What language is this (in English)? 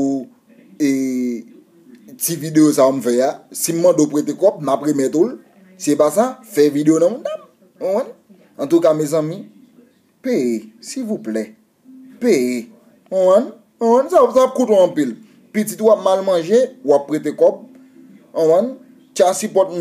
Haitian Creole